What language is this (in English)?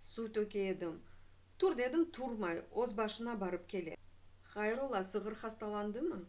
Crimean Tatar